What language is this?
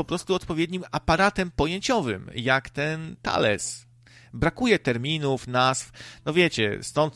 Polish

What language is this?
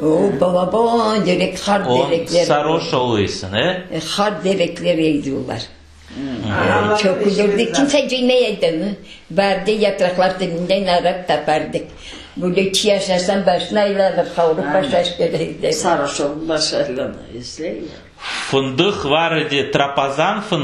Crimean Tatar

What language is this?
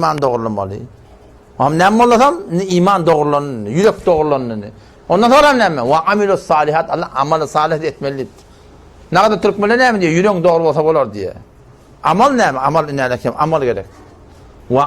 Turkmen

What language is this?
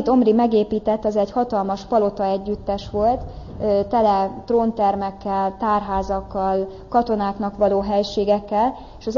Hungarian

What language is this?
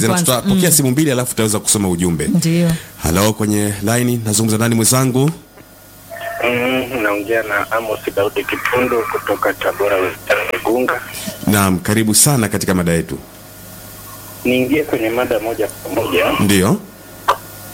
Swahili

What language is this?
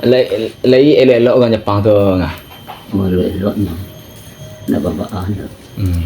Minangkabau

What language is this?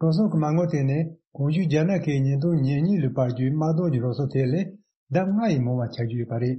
Tibetan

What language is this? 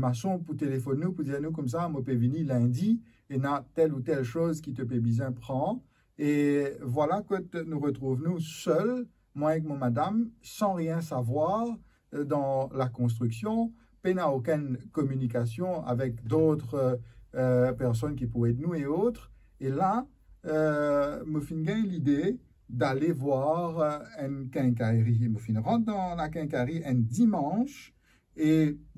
Morisyen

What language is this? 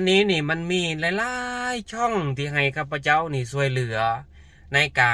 Lao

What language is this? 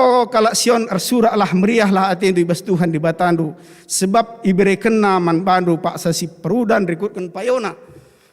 Batak Karo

